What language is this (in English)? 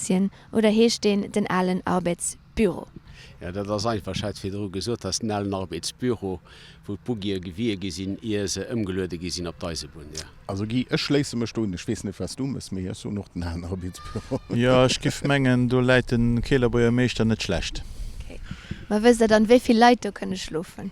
Luxembourgish